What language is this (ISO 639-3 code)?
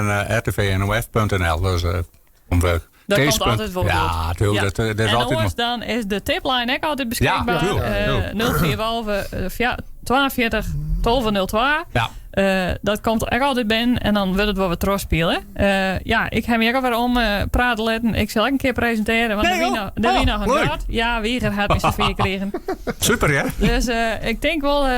fry